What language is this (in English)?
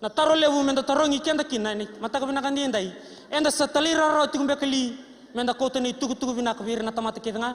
Fijian